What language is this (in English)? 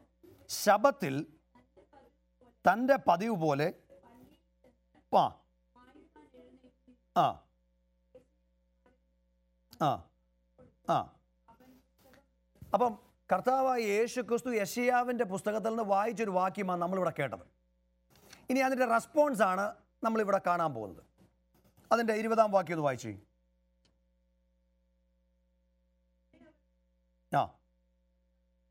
Malayalam